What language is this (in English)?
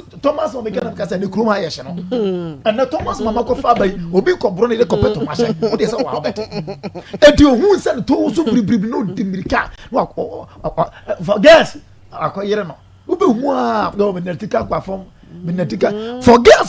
Akan